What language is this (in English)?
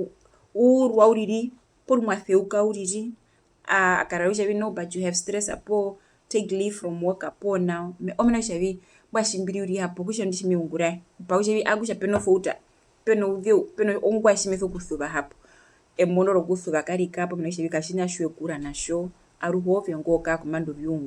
Herero